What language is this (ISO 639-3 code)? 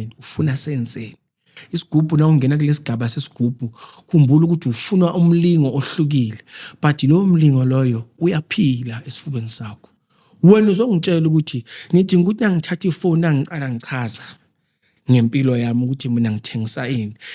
zul